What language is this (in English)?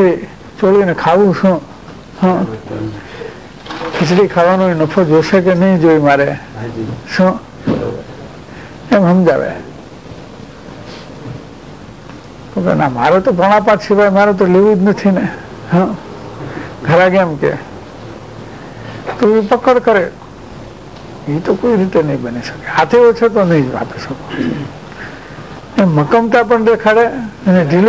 Gujarati